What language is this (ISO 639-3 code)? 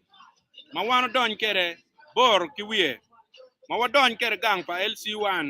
ach